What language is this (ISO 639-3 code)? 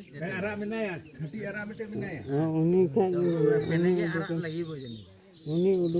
sat